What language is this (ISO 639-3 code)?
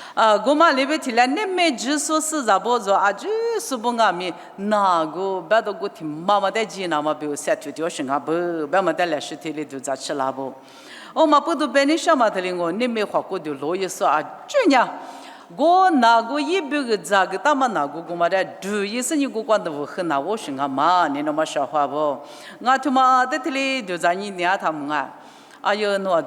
lis